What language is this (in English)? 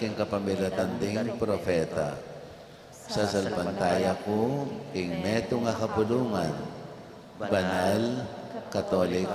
Pampanga